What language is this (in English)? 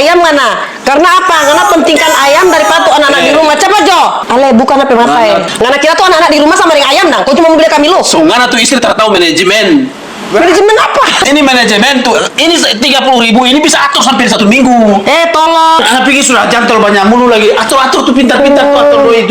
Manado Malay